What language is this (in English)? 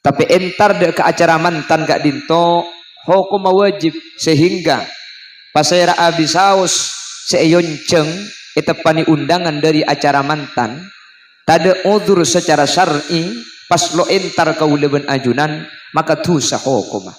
Madurese